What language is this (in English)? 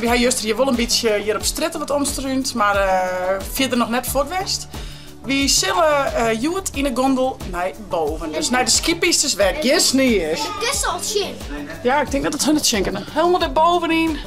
Western Frisian